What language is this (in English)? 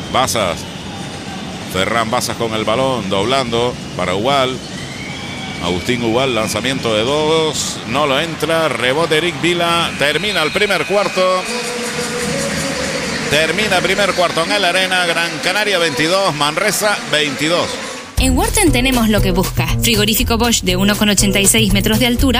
Spanish